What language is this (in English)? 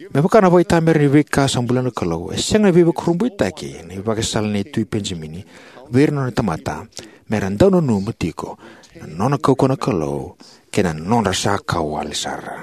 Fijian